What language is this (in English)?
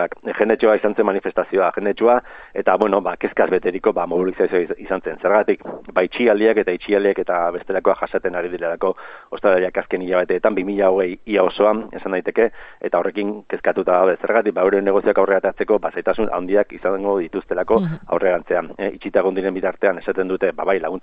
Basque